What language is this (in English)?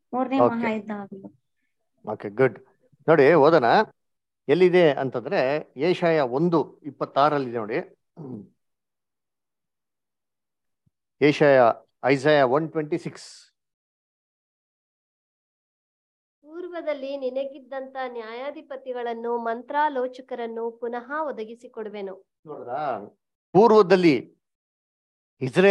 Kannada